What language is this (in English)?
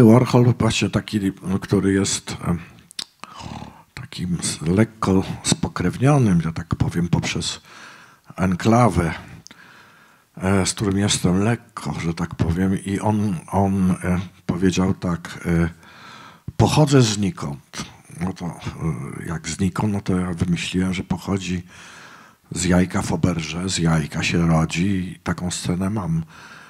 Polish